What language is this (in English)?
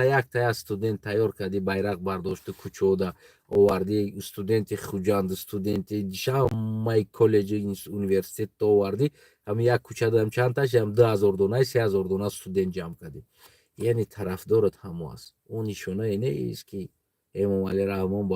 Tajik